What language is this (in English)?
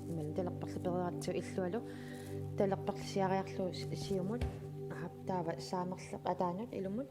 Kalaallisut